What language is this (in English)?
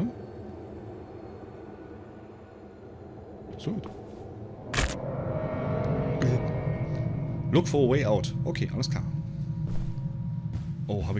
German